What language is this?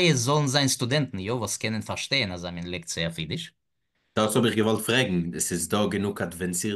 Yiddish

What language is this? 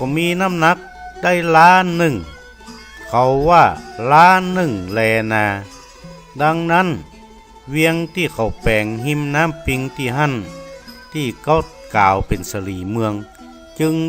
Northern Thai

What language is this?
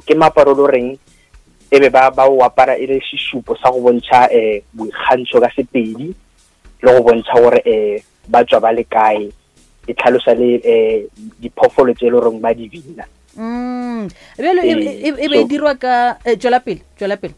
Northern Sotho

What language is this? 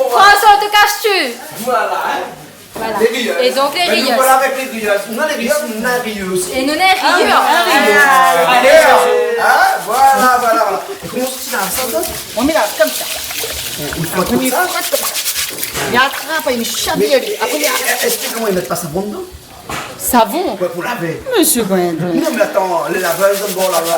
Réunion Creole French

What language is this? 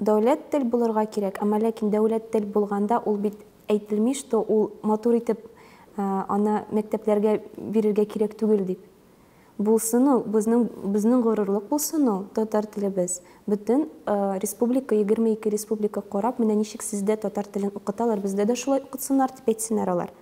Tatar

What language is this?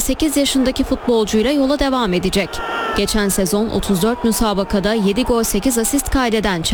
Turkish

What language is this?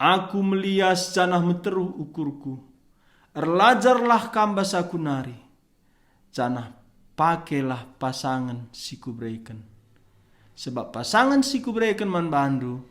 Batak Karo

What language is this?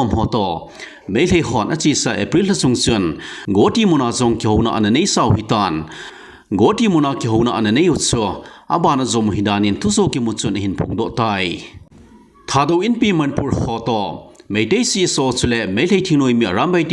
Thado Chin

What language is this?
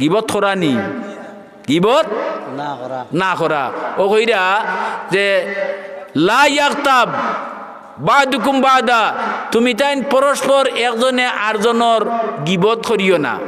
Sylheti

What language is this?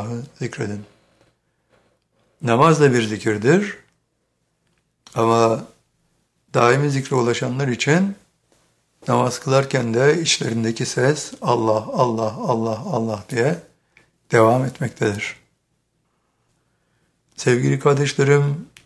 Turkish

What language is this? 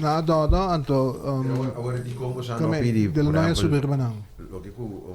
Papiamento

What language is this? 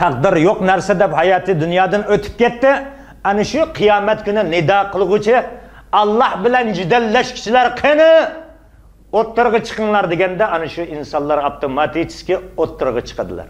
Uyghur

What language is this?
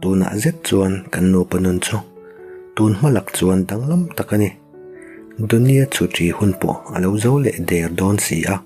Mizo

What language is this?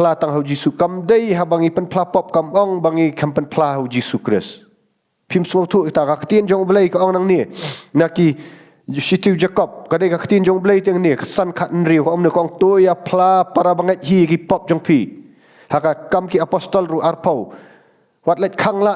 Khasi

